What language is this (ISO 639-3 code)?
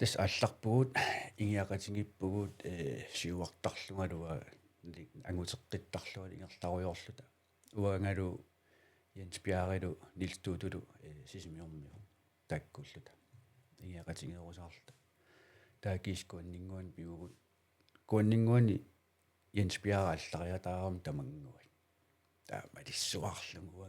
kal